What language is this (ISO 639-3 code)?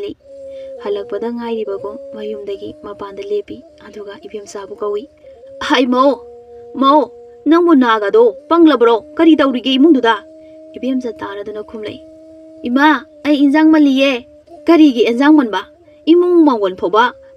mni